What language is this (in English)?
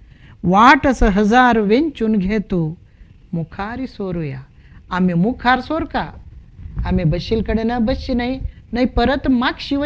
Konkani